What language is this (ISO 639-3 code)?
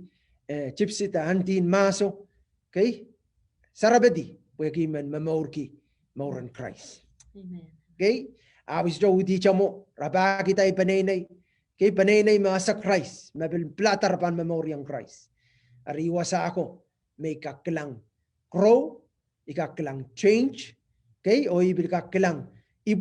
pon